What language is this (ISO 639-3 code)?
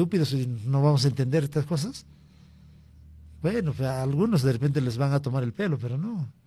spa